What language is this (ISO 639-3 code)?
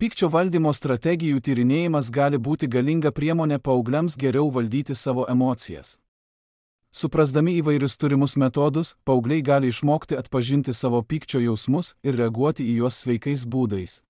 lit